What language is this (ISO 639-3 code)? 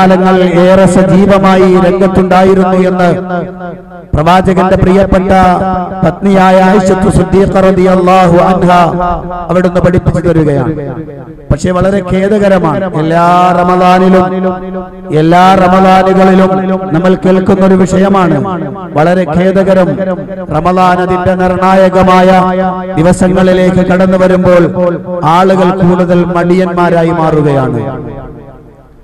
mal